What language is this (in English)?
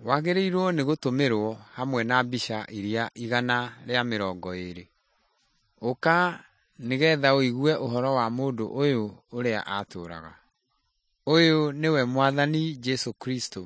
Kikuyu